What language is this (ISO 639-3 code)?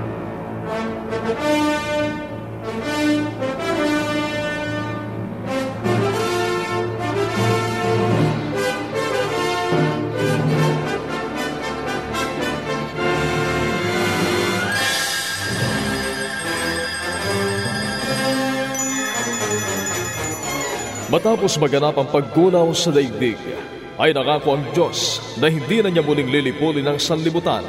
fil